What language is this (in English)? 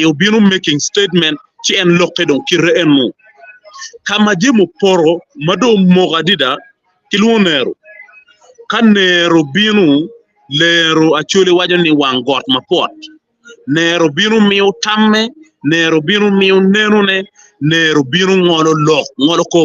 Acoli